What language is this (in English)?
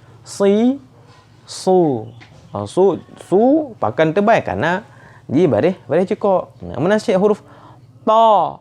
Achinese